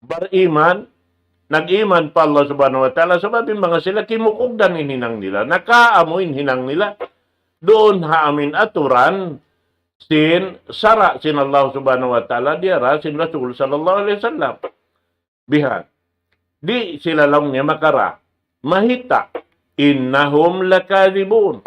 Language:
Tausug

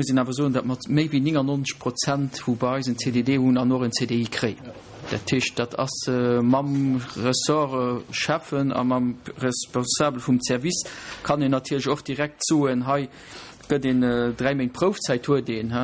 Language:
Luxembourgish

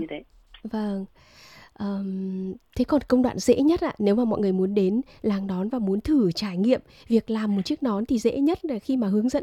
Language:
Vietnamese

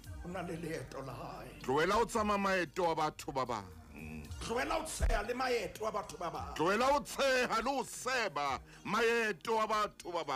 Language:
Southern Sotho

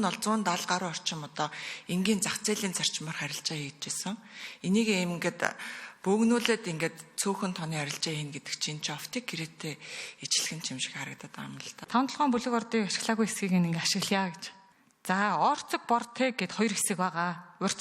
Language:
Mongolian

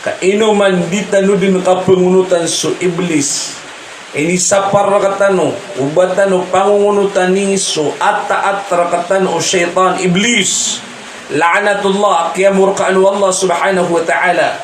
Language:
Maranao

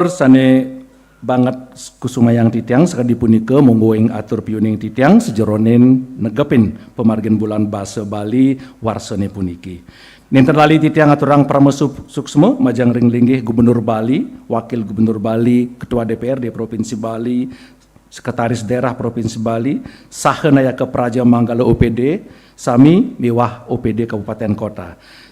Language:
Balinese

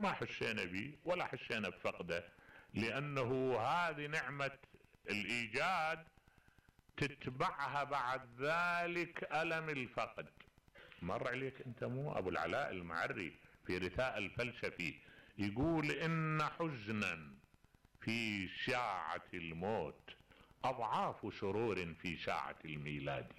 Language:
Mesopotamian Arabic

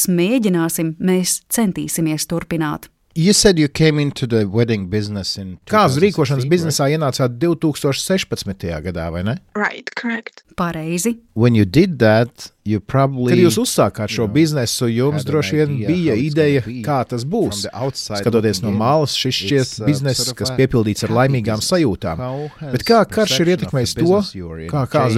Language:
Latvian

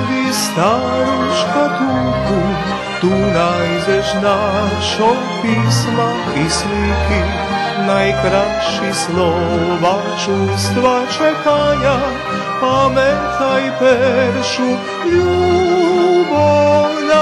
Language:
Rusyn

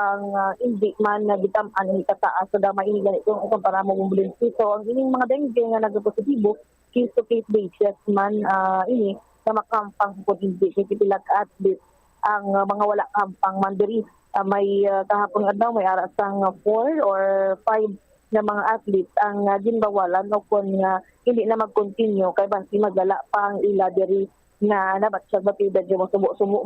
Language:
Hiligaynon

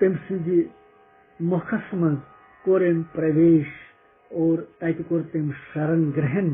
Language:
Kashmiri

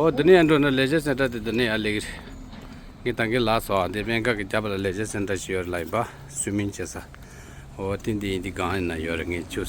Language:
Tibetan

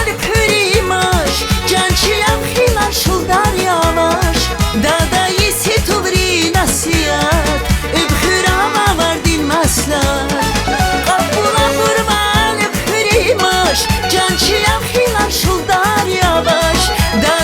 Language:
Tabassaran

